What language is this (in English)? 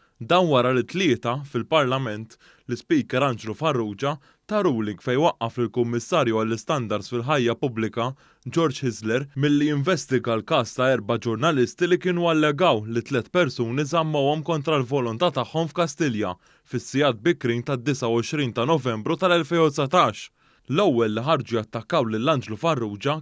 Maltese